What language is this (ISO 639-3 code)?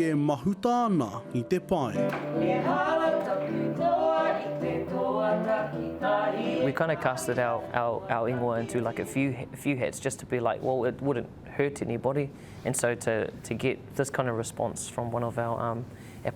mri